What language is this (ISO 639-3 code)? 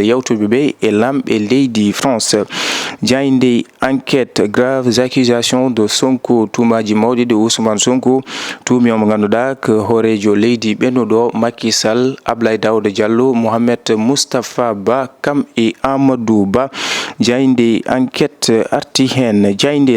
ful